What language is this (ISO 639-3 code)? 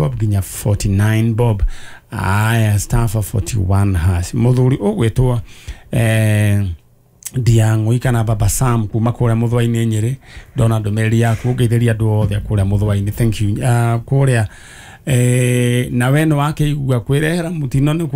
kik